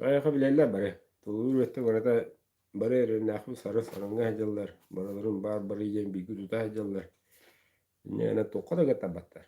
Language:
Yakut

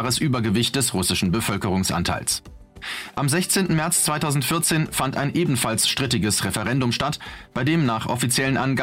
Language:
German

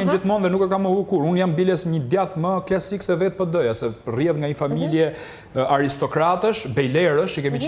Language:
Albanian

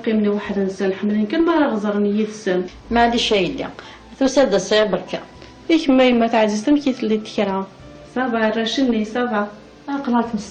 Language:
Kabyle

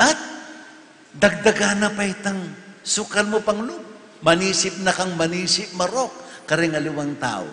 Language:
Pampanga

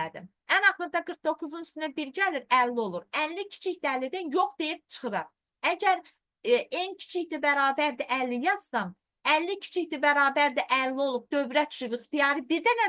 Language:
Azerbaijani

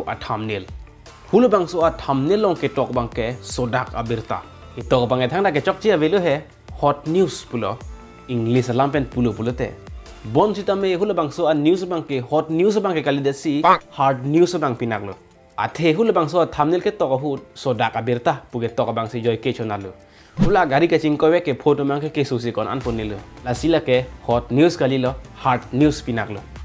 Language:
Karbi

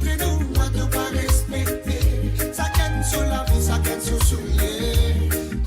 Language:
Morisyen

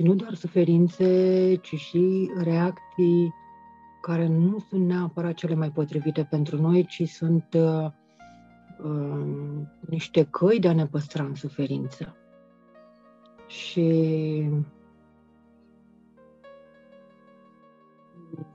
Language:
Romanian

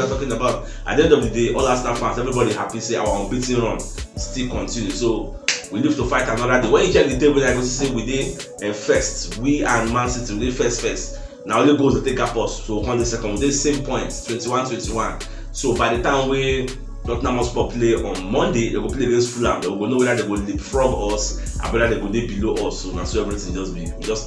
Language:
Nigerian Pidgin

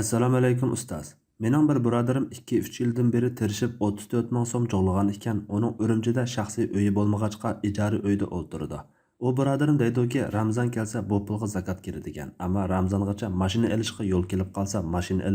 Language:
Uyghur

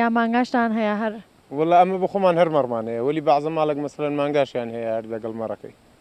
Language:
Central Kurdish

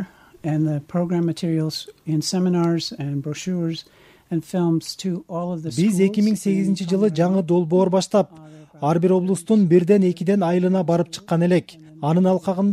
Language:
Kyrgyz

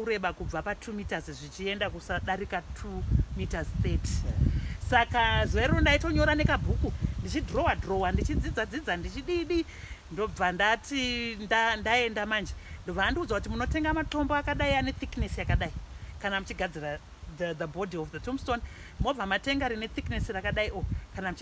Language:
Shona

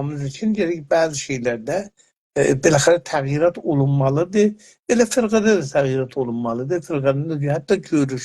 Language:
South Azerbaijani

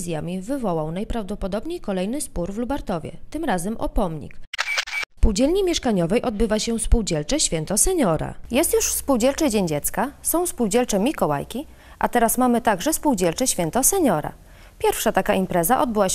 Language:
Polish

